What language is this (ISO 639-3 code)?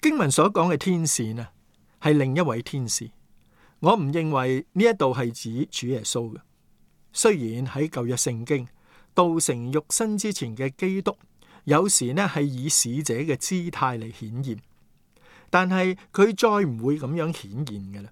yue